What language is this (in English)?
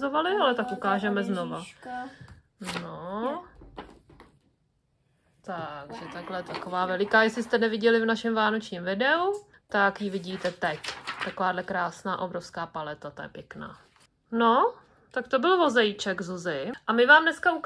Czech